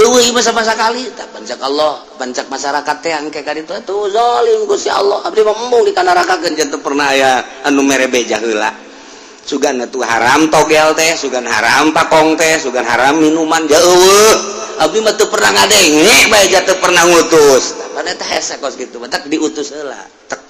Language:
Sundanese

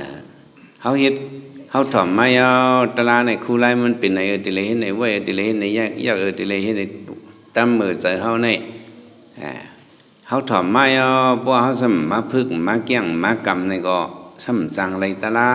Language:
Shan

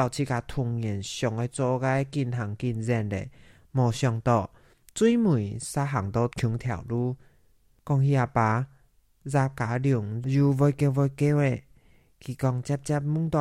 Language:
Hakka Chinese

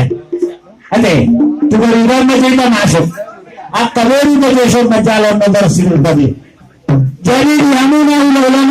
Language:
Batak Toba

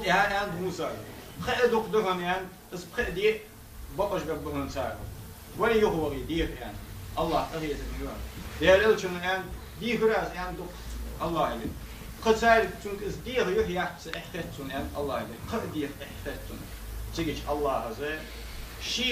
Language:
Ingush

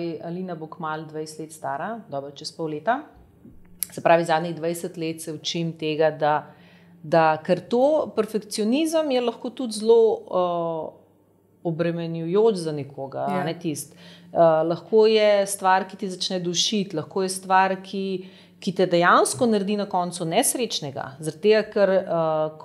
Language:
Slovenian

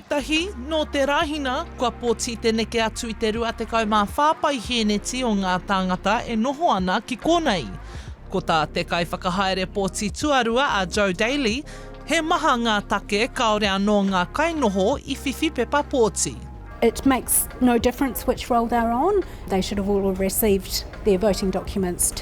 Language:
Māori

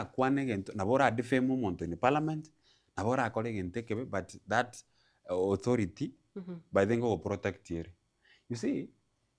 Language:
Gusii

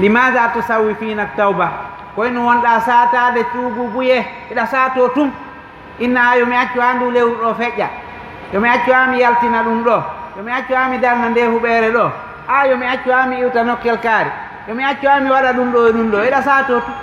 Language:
Fula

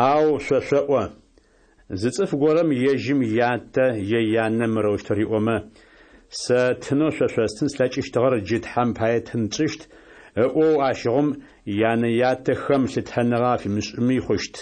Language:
Adyghe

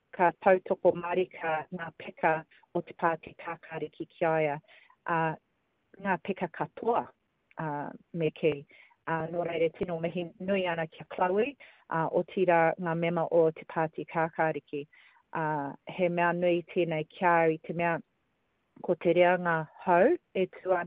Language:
Māori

